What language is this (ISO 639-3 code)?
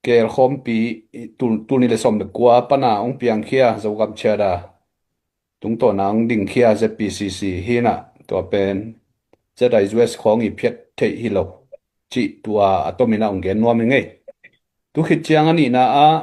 ctd